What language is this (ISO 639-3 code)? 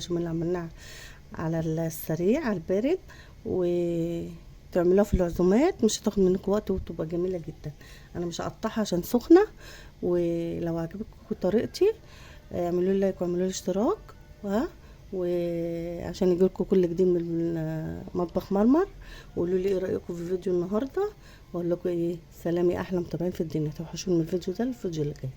arz